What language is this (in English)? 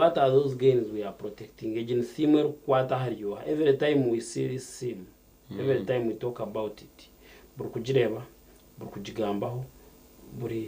Nyankole